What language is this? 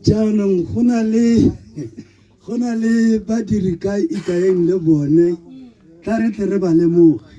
Tswana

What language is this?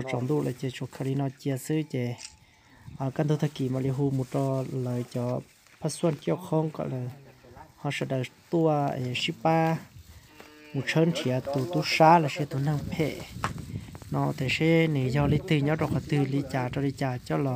Hmong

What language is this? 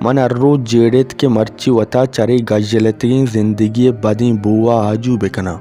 Baluchi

